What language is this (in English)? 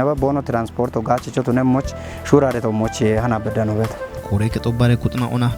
Kafa